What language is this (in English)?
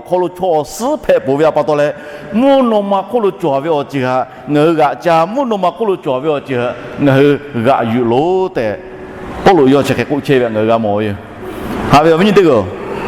Lahu